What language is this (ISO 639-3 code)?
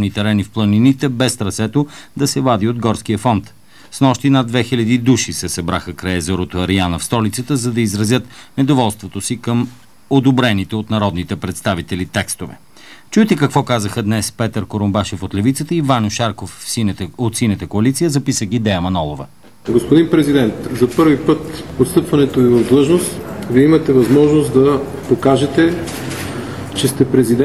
bul